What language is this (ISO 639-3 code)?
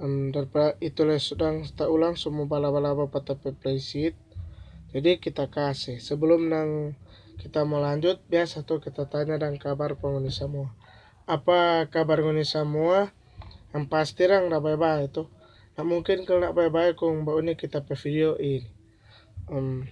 xmm